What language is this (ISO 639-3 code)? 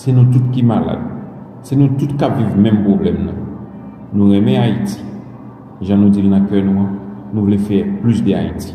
hat